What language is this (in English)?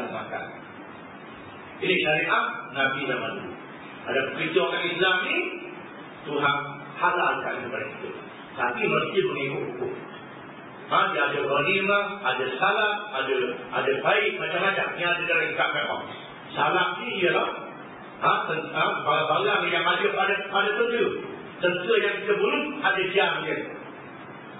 Malay